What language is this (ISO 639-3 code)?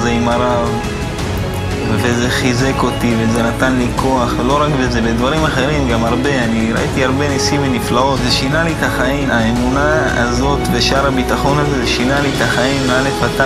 heb